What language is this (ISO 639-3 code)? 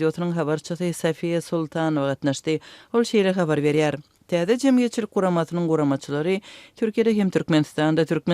tuk